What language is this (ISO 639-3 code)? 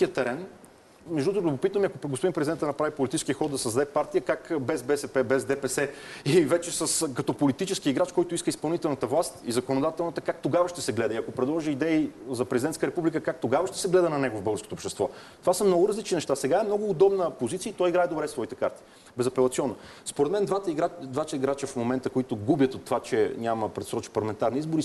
bul